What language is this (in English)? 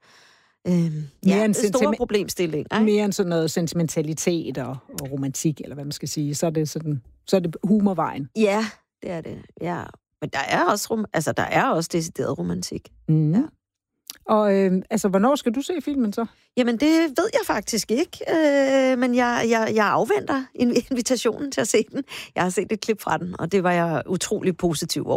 Danish